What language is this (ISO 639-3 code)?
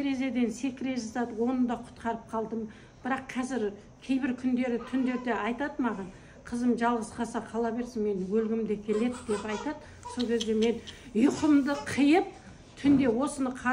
kaz